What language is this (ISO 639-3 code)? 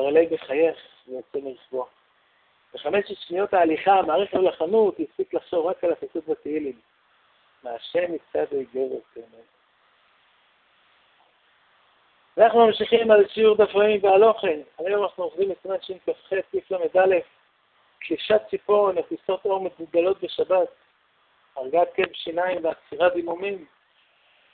heb